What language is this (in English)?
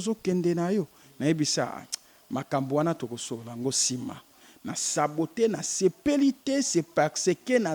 Lingala